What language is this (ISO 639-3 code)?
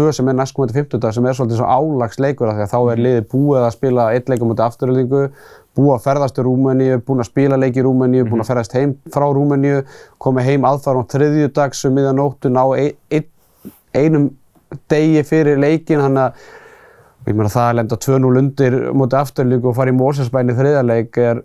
isl